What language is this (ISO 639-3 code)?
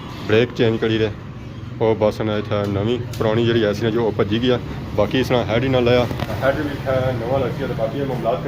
phr